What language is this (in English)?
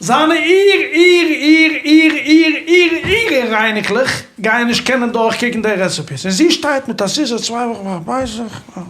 Yiddish